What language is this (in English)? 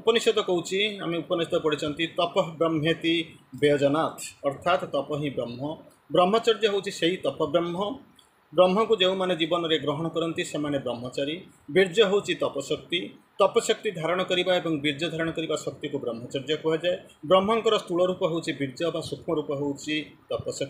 Odia